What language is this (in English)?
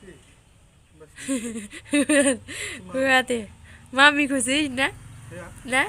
Bodo